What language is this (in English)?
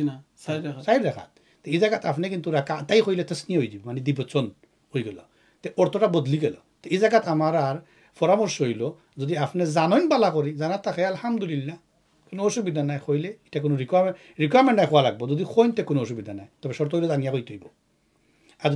Sylheti